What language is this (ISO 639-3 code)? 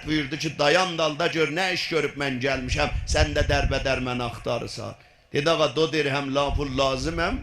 azb